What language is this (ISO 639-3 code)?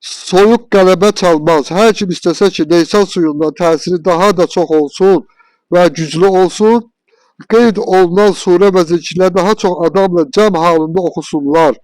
aze